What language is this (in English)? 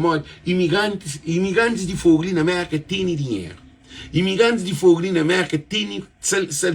Kabuverdianu